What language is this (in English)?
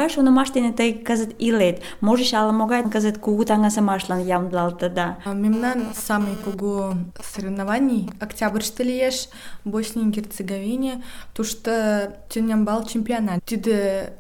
Mari